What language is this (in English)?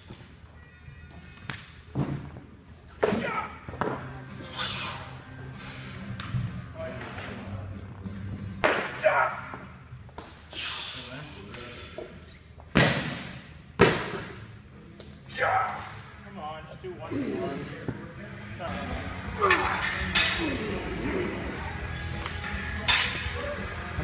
English